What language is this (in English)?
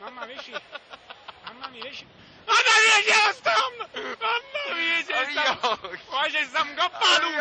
Neapolitan